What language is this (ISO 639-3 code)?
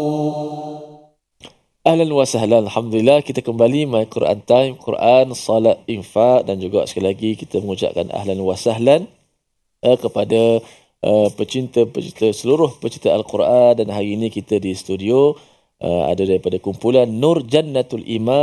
msa